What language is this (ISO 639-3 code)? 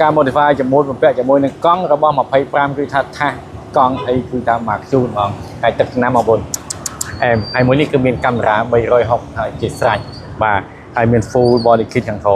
khm